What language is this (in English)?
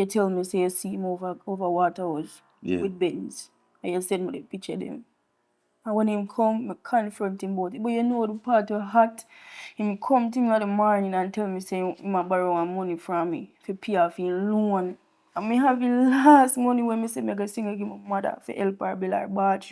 Jamaican Creole English